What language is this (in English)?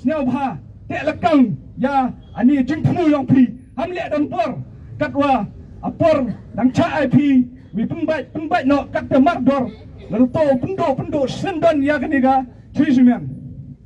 Khasi